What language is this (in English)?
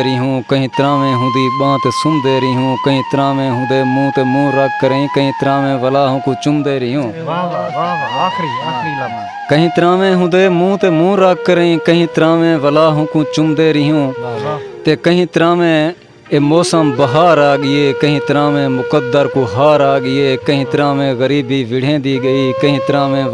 Saraiki